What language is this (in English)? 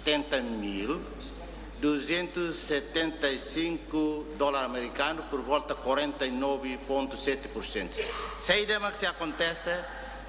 Tetum